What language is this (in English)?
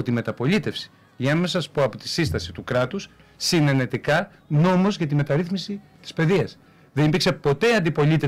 Greek